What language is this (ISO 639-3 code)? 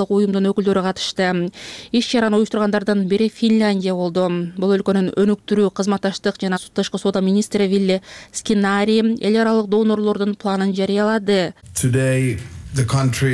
kir